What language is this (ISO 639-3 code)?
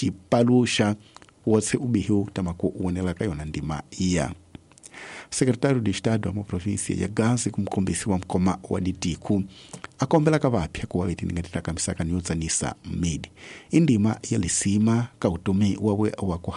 tso